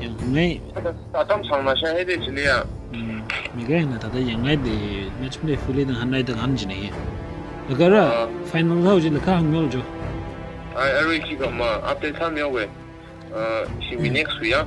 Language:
Tangkhul Naga (India)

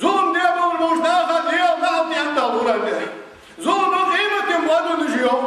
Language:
Ingush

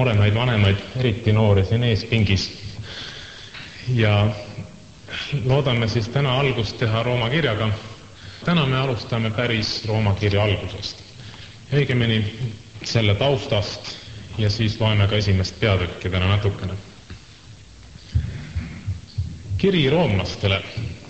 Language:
Estonian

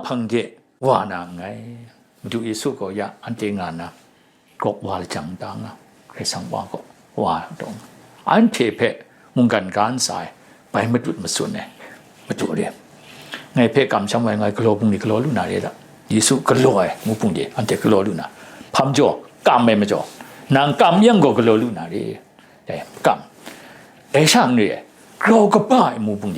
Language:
Kachin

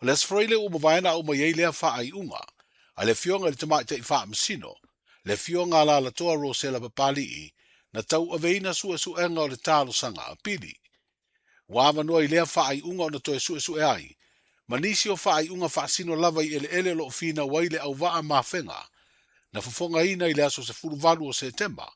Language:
Samoan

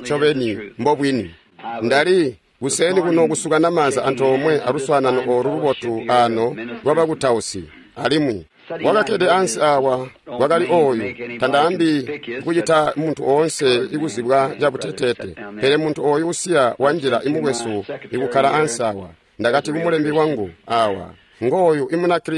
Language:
Tonga (Zambia)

